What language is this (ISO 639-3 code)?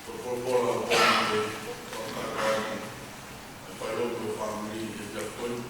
ton